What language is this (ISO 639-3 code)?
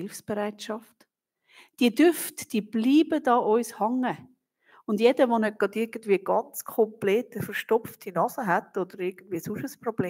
gsw